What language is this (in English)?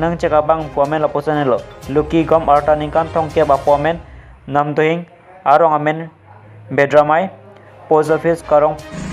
Karbi